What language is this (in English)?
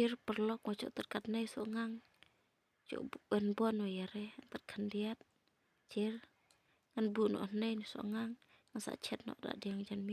Khasi